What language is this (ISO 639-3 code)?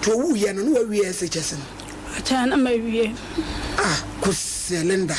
aka